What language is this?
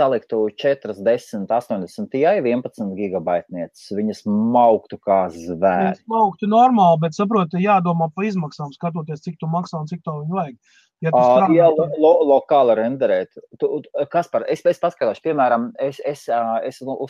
Latvian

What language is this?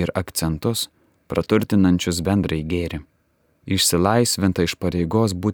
Lithuanian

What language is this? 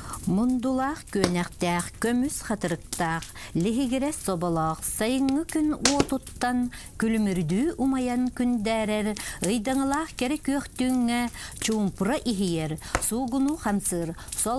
Yakut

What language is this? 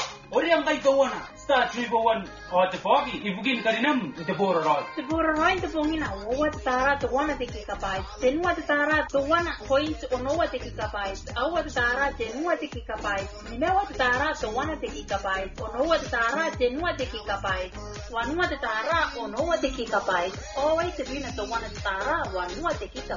Gilbertese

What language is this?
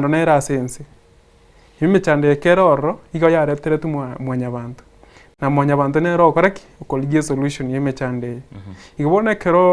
Gusii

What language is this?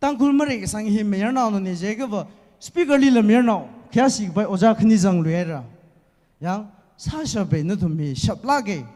Tangkhul Naga (India)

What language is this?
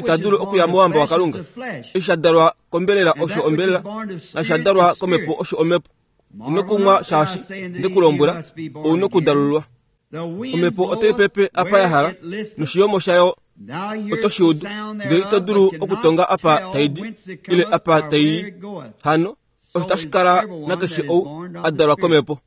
Kuanyama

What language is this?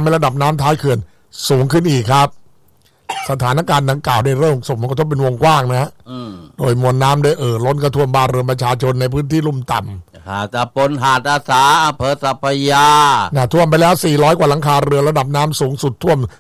Thai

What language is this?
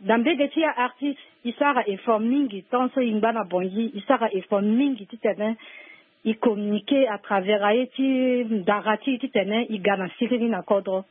Sango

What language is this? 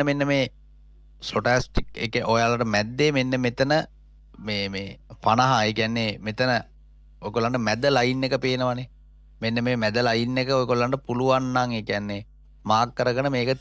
Sinhala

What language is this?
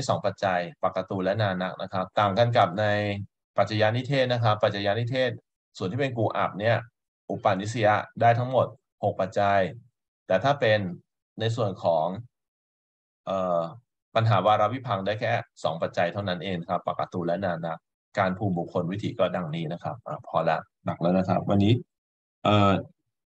Thai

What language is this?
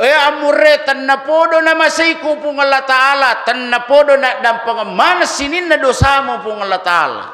Buginese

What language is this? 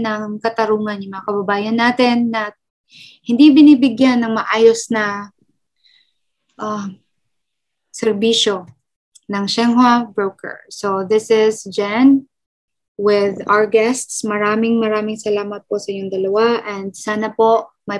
Filipino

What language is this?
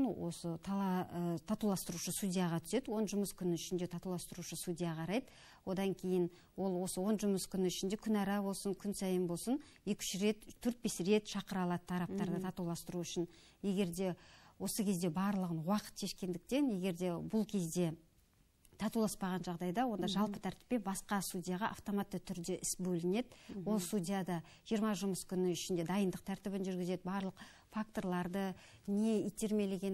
Kazakh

